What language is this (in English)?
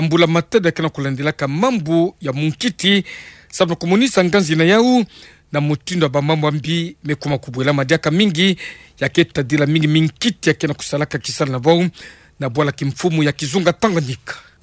Kituba (Democratic Republic of Congo)